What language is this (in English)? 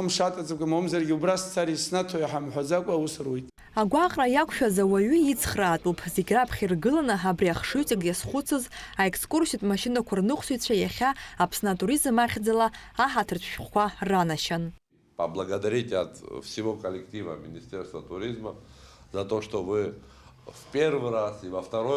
Abkhazian